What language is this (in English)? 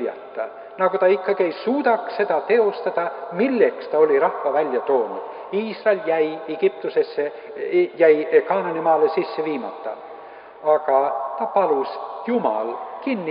Estonian